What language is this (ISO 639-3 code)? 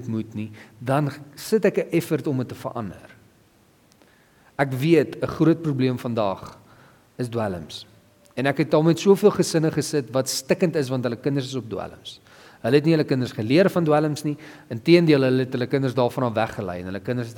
afr